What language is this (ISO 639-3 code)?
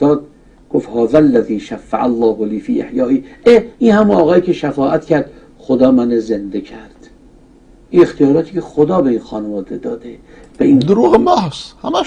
fas